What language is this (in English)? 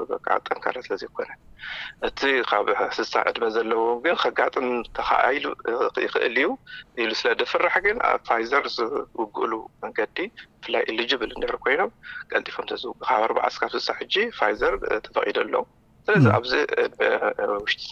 Tigrinya